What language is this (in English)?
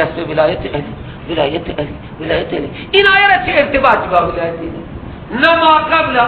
Persian